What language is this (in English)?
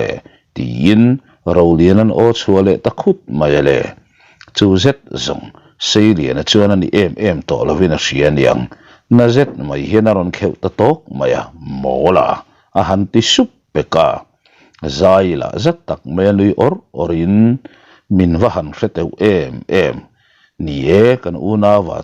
Mizo